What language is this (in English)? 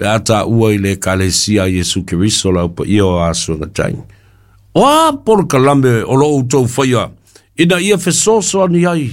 Samoan